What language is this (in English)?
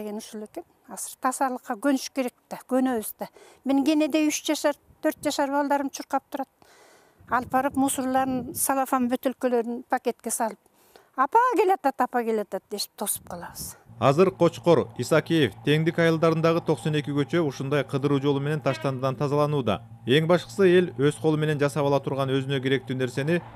Kyrgyz